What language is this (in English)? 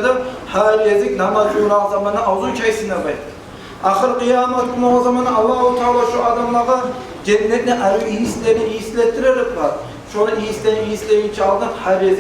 Kumyk